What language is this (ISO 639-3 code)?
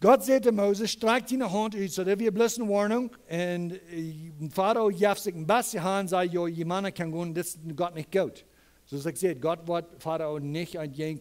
pdt